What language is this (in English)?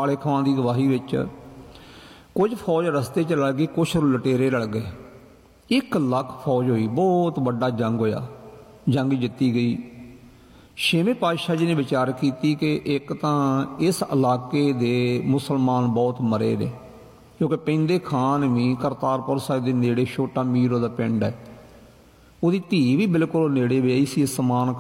Punjabi